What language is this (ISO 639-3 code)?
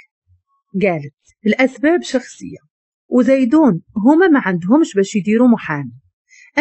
ary